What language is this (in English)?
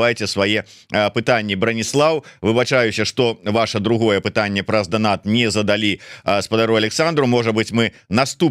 Belarusian